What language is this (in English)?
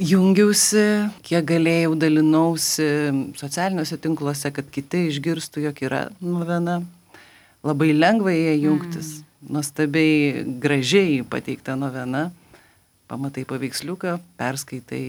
Lithuanian